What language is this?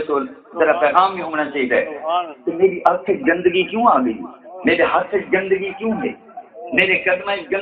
Saraiki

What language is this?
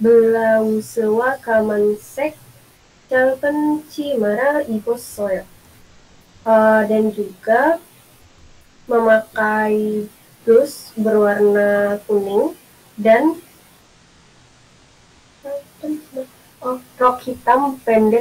Korean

